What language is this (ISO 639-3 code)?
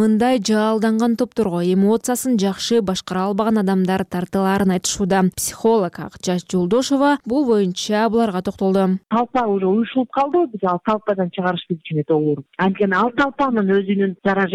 kir